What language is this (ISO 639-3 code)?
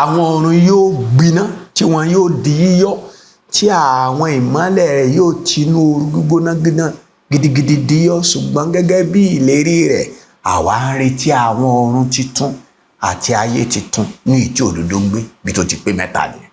yor